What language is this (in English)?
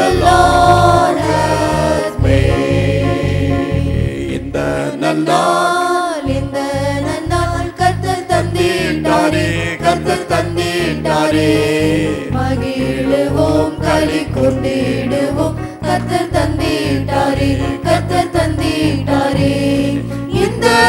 Tamil